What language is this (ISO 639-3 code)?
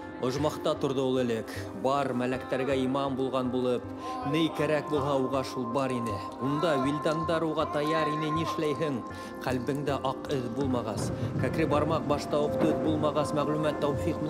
bak